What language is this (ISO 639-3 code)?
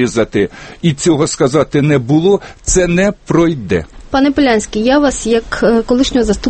ukr